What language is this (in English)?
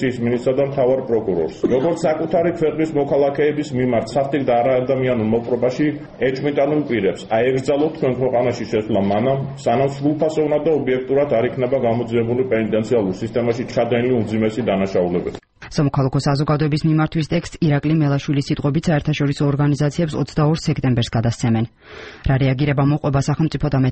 Georgian